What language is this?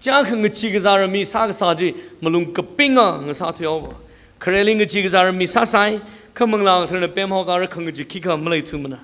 Tangkhul Naga (India)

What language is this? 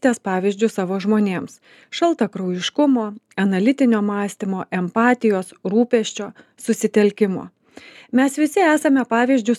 Lithuanian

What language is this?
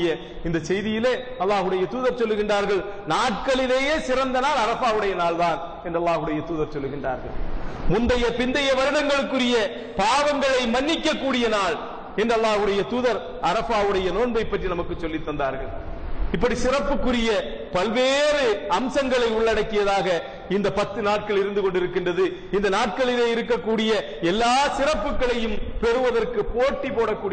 Tamil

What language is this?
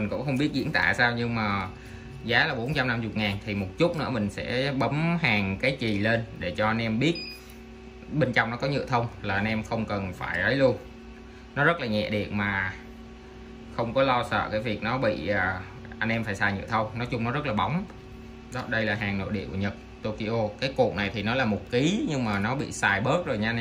Vietnamese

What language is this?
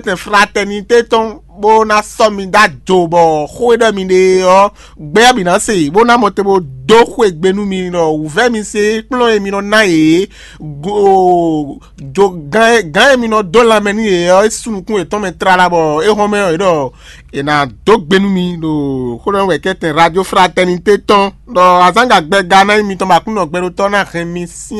Fon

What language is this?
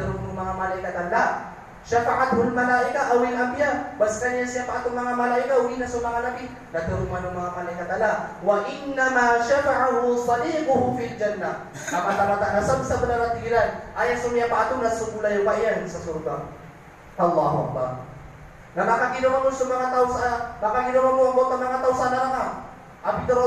Maranao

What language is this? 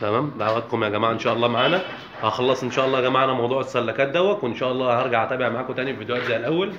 Egyptian Arabic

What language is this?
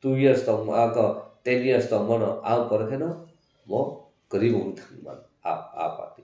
Kok Borok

